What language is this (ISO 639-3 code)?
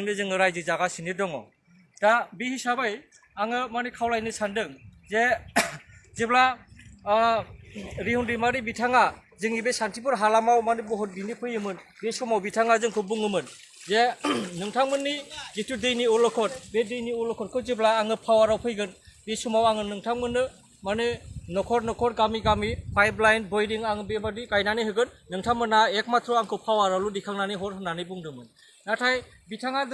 brx